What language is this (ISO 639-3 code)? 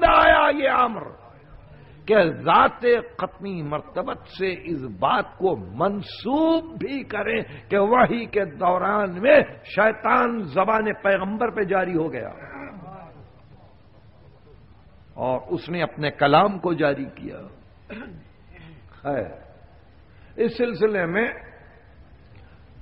urd